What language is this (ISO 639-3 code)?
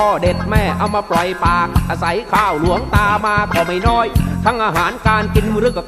tha